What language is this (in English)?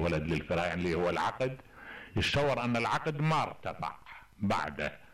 Mesopotamian Arabic